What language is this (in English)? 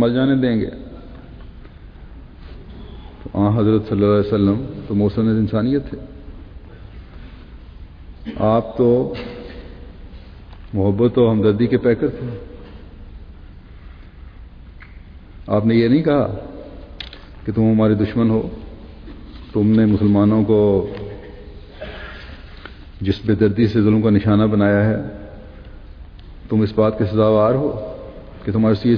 Urdu